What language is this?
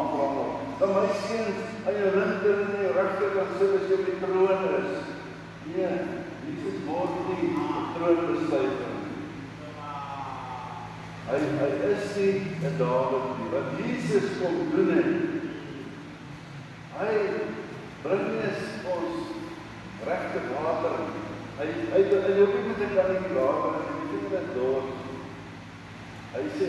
Afrikaans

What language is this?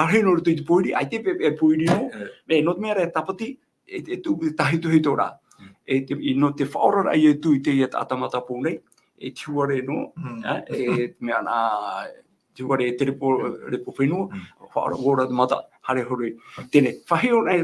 Tahitian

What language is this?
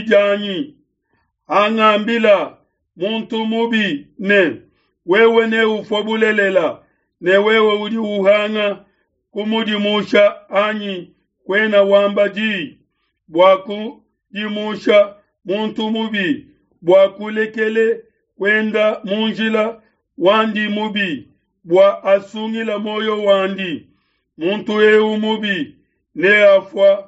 Luba-Lulua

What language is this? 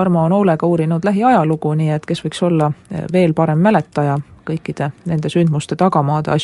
Estonian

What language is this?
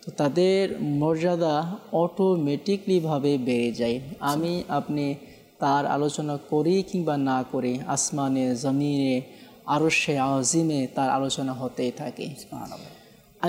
Bangla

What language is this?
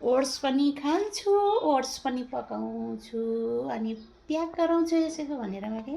Nepali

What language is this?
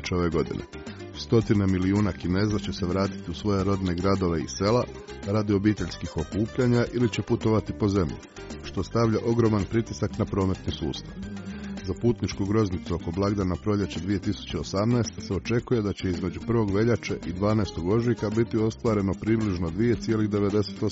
Croatian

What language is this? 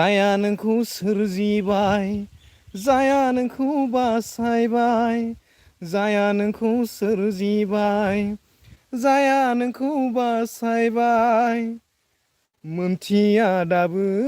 Bodo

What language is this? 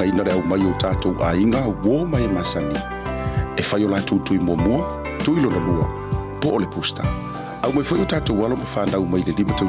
Samoan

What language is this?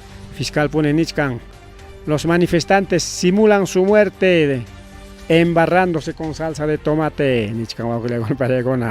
Ayacucho Quechua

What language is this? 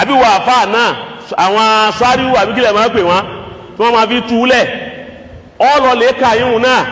Yoruba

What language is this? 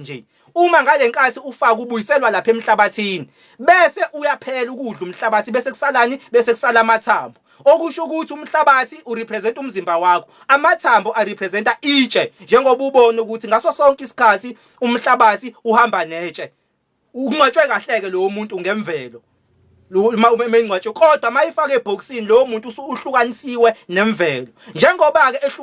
Zulu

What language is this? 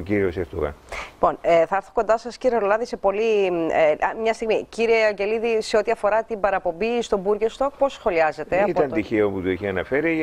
Greek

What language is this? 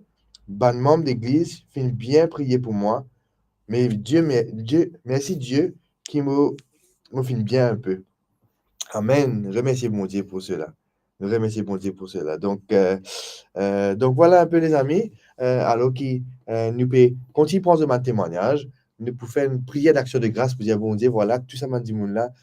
Morisyen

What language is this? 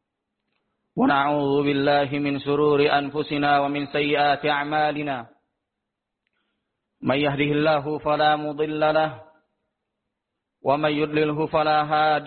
Indonesian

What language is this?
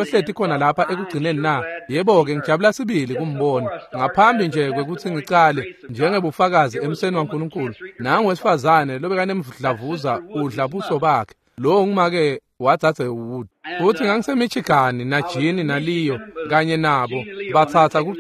Swati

